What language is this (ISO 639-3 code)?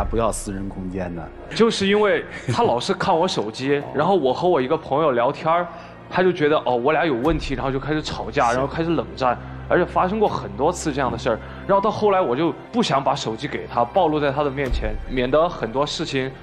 zho